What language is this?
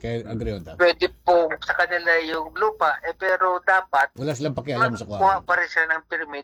Filipino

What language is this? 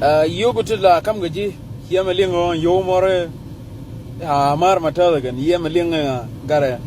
Nuer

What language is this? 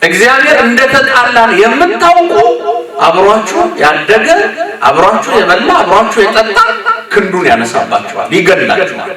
Amharic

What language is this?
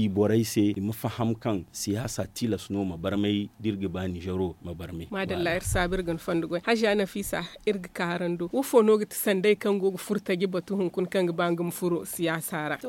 Zarma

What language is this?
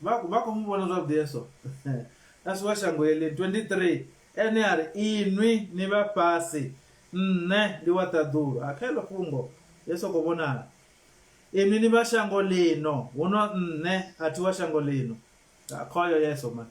Venda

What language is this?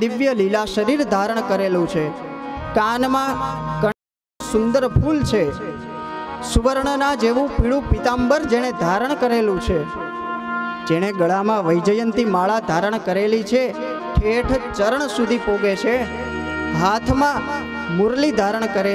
Gujarati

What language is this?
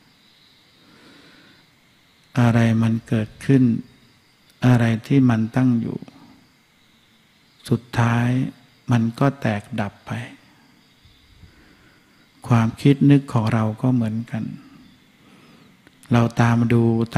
Thai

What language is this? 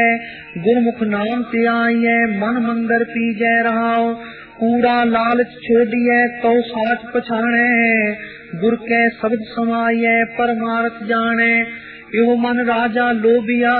Punjabi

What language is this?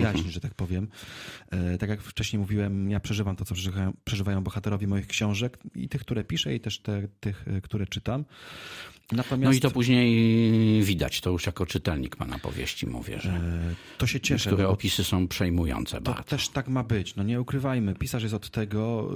Polish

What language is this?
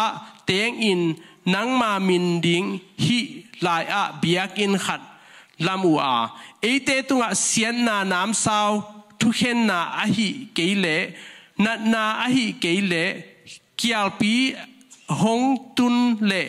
Tedim Chin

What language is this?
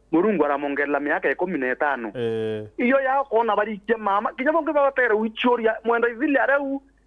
Meru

